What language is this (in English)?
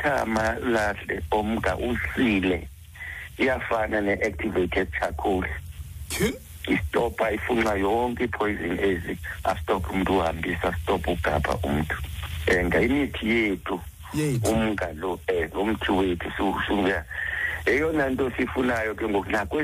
Xhosa